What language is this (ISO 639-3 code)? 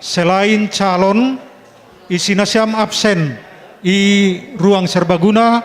bts